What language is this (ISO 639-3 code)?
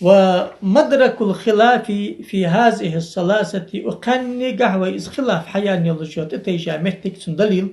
inh